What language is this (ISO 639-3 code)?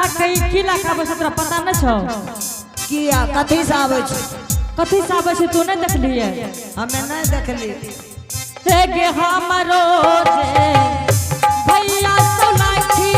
anp